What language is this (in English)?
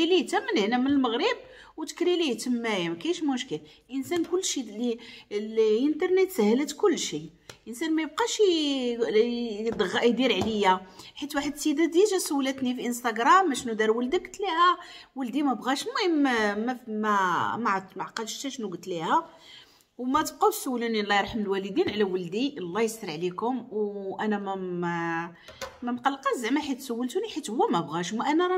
Moroccan Arabic